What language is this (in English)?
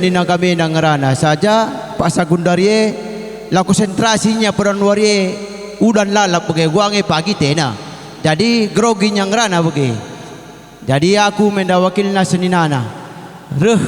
Batak Karo